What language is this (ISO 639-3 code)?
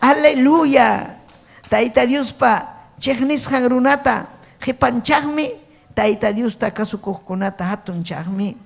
quy